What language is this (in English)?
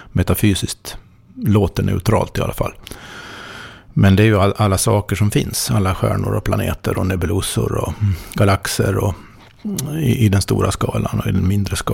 Swedish